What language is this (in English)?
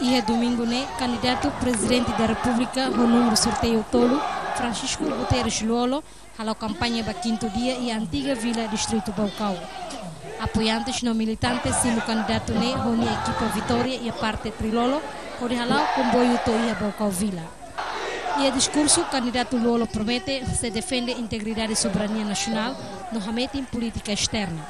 Tetum